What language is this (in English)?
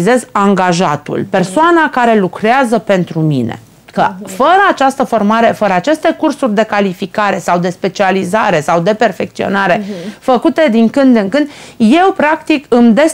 Romanian